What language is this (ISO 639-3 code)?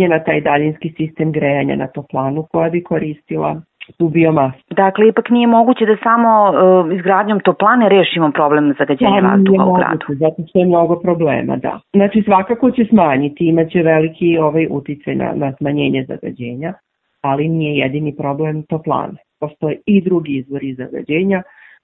srp